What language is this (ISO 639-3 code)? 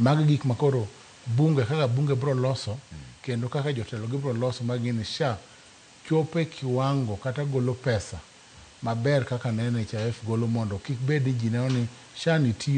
luo